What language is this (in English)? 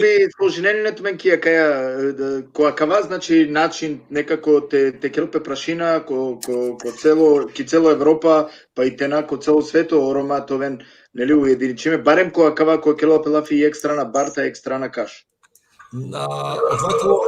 Balkan Romani